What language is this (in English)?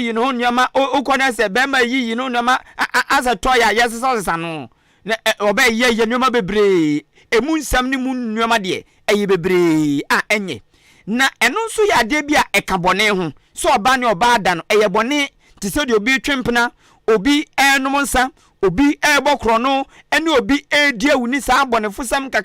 Akan